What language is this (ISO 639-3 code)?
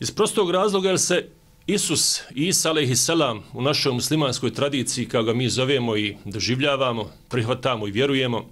bos